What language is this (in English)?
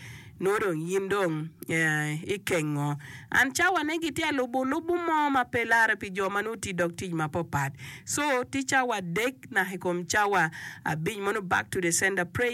Acoli